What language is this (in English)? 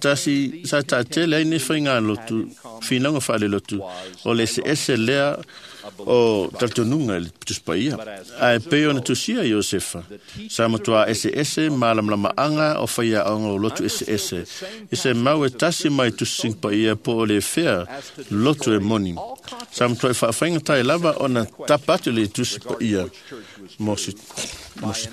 Samoan